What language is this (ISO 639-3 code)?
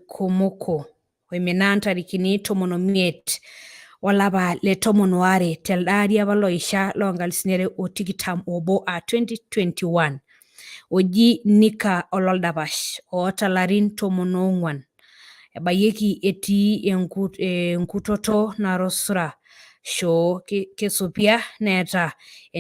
mas